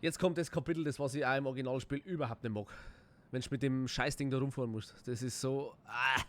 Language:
Bavarian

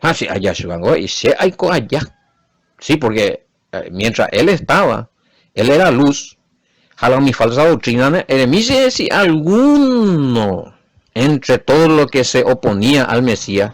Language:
Guarani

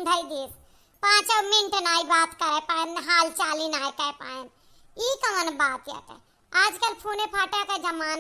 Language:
Awadhi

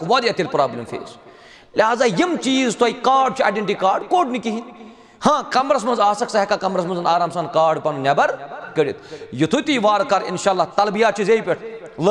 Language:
Kashmiri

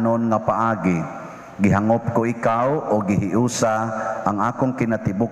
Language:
Cebuano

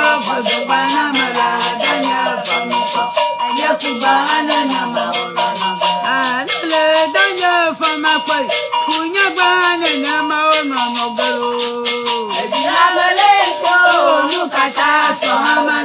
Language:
Ewe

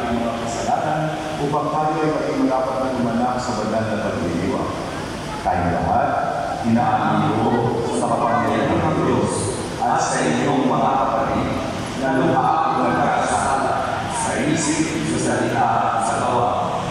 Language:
Filipino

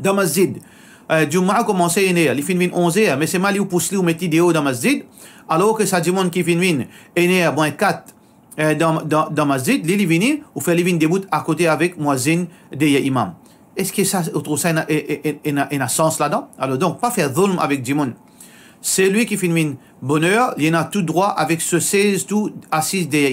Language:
Morisyen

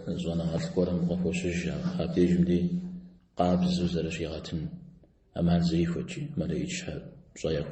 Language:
Kabardian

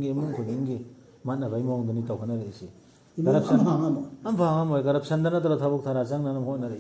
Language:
Manipuri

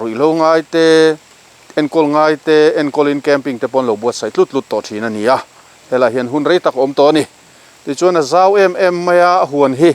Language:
Mizo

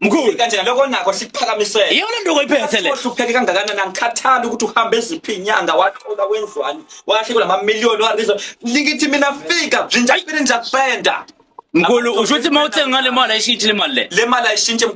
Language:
Zulu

